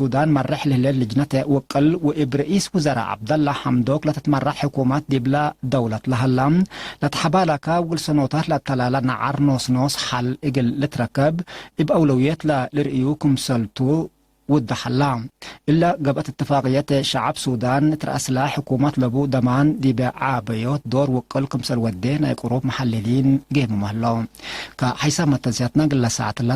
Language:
Tigre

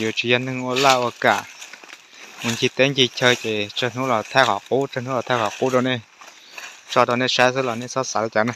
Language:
Hmong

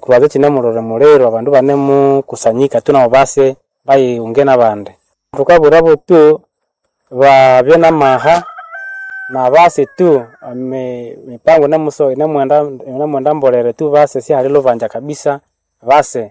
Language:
Nande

